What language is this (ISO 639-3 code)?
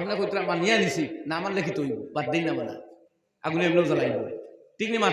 syl